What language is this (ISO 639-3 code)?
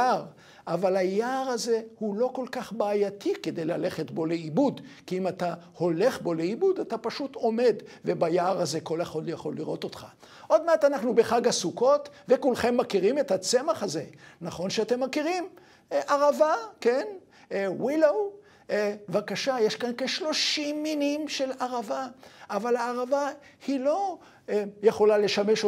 heb